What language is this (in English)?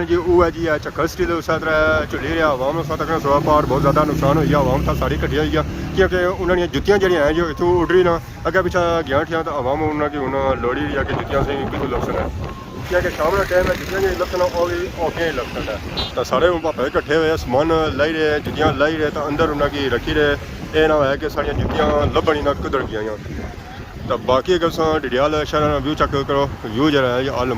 Pahari-Potwari